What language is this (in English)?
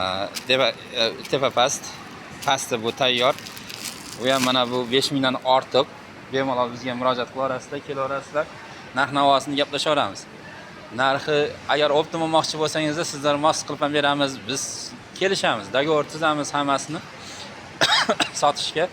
Uzbek